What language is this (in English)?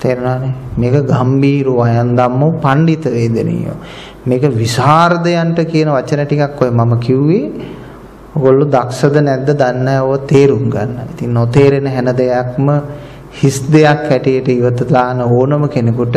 Sinhala